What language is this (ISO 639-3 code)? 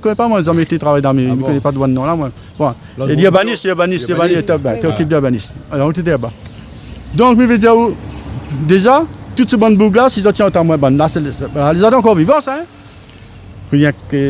rcf